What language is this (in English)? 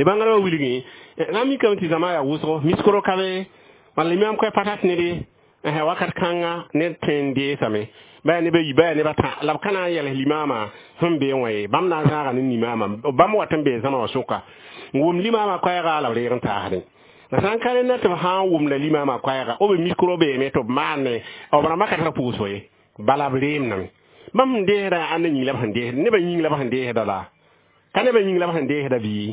Mossi